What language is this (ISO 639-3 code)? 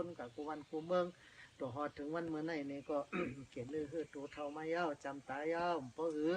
shn